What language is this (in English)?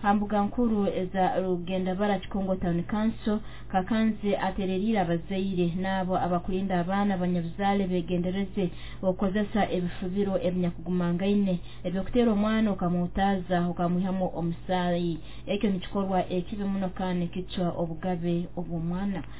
Nyoro